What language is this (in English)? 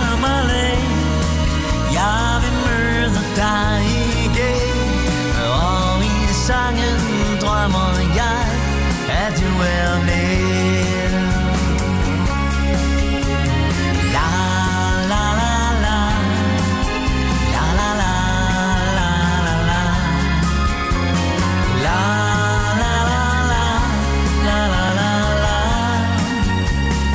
Danish